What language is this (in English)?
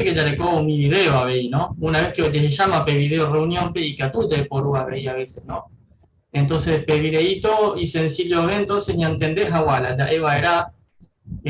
Guarani